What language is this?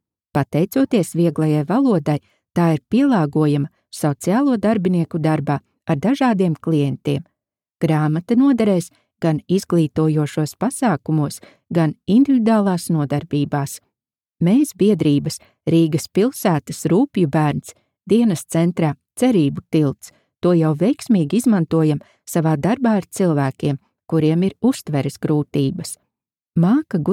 Latvian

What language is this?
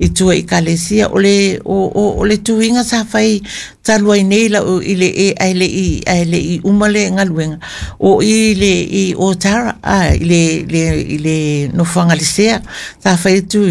Samoan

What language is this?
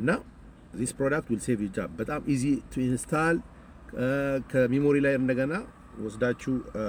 Amharic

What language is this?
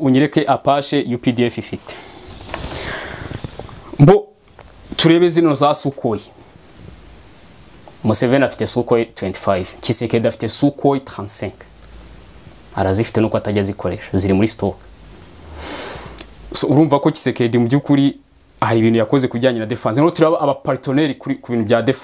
Kinyarwanda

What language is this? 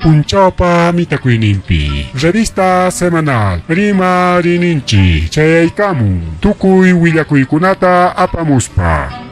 Ayacucho Quechua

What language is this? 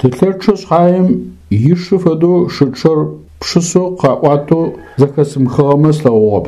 Adyghe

